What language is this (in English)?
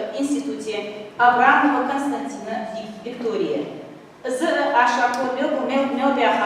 Ingush